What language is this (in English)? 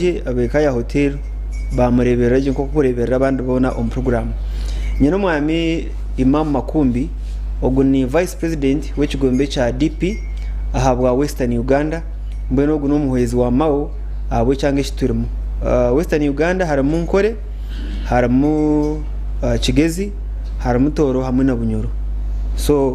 Nyankole